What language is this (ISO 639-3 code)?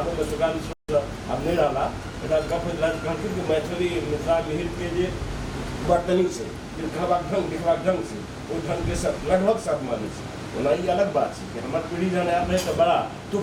mai